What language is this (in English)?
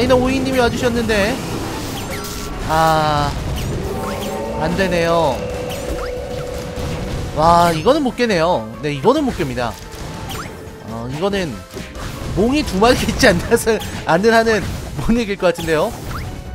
Korean